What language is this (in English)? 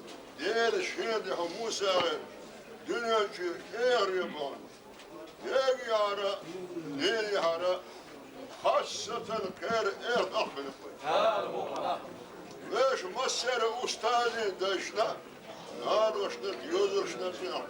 Chechen